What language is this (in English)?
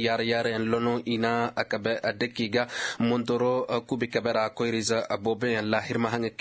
Koyraboro Senni